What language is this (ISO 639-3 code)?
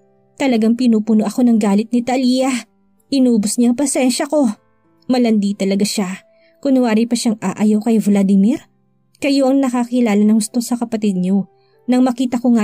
fil